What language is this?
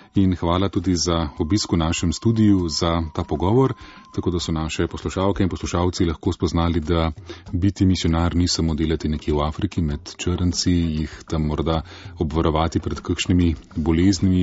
Slovenian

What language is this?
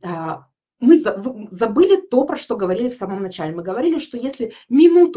Russian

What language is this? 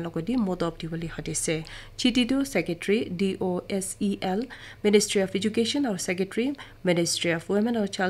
Naga Pidgin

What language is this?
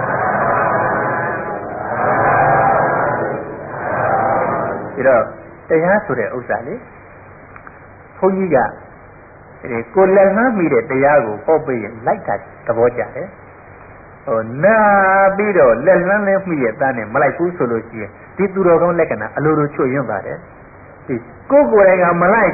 Burmese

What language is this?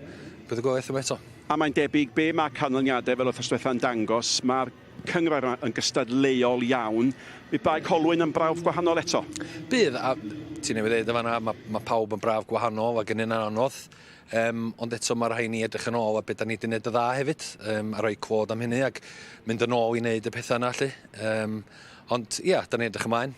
Welsh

